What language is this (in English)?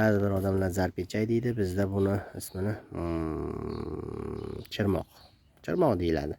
Uzbek